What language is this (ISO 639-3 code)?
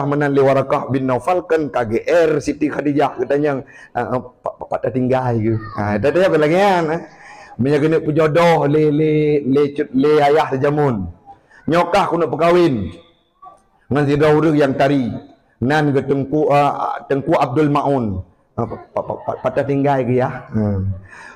ace